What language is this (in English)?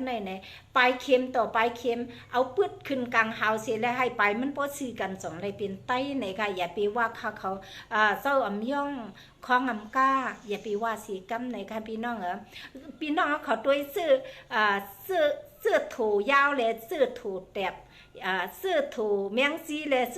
Shan